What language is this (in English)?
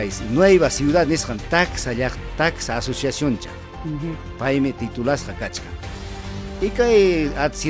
Ayacucho Quechua